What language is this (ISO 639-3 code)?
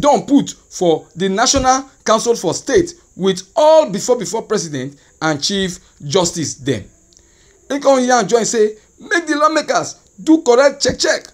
pcm